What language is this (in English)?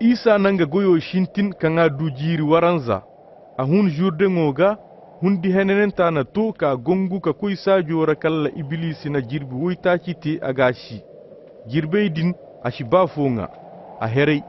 Koyraboro Senni